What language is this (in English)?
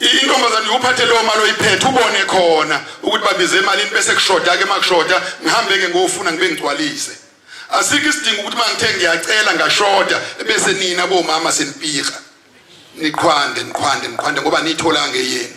Zulu